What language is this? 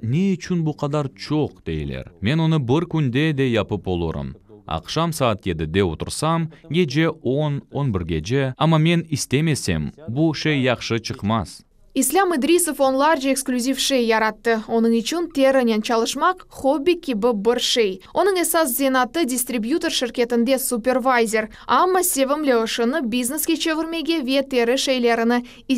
Crimean Tatar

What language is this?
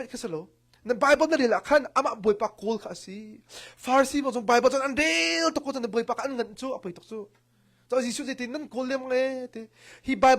Hakha Chin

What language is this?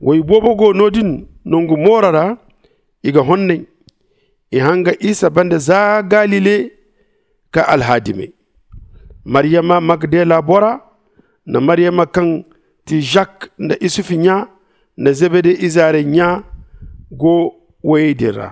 Zarma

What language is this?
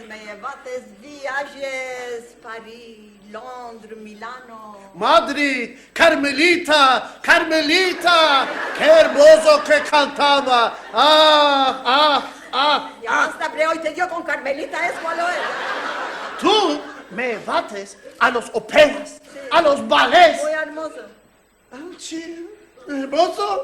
Ladino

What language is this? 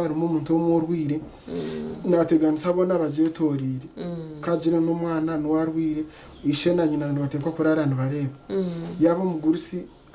Nyankole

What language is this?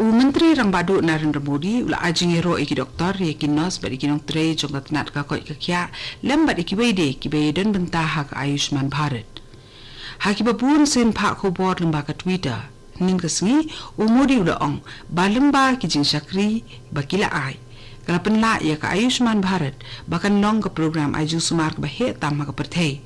Khasi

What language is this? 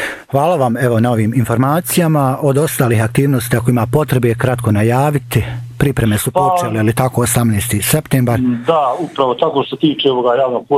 Bosnian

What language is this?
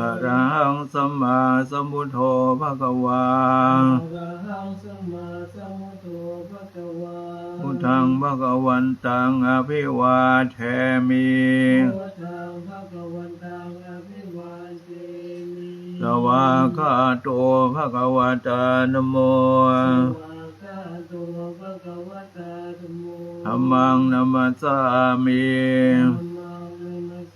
Pali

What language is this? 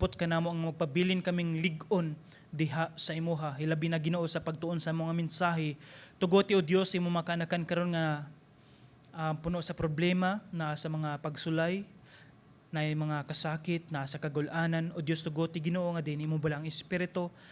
Cebuano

